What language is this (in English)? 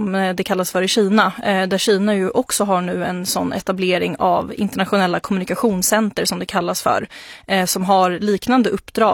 Swedish